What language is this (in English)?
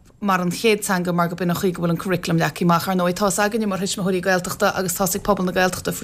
Irish